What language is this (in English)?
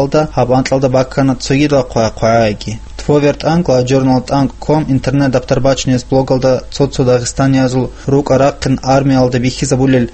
Avaric